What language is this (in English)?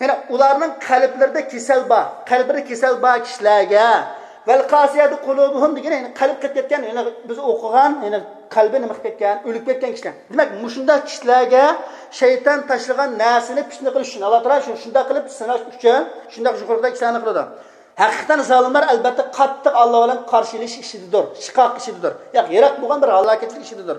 Uyghur